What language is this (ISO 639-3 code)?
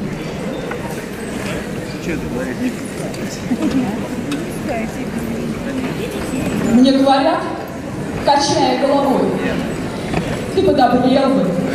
rus